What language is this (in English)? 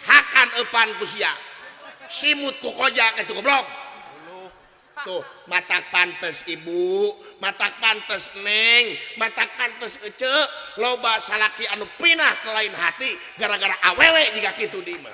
Sundanese